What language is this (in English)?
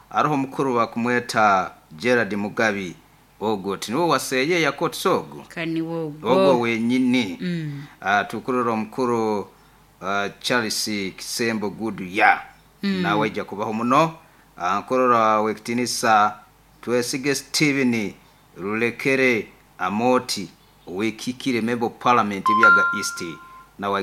Nyoro